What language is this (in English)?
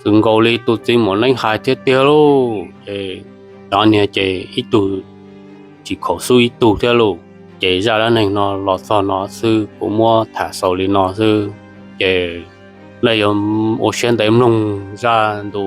Hmong